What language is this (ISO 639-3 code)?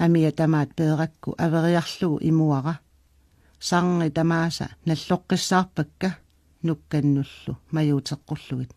kal